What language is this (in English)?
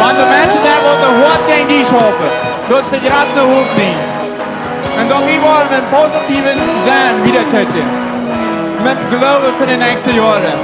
Plautdietsch